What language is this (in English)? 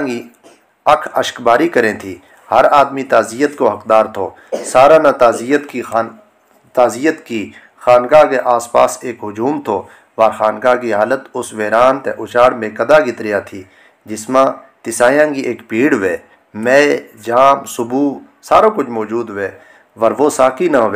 Gujari